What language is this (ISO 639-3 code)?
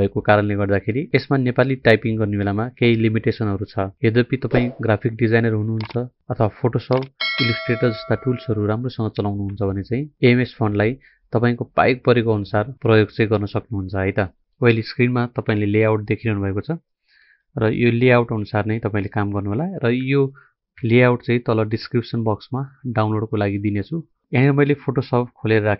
nep